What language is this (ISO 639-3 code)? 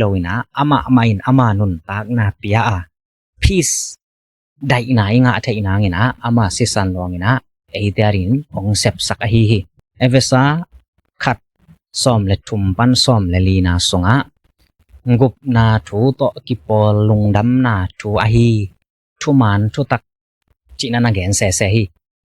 ctd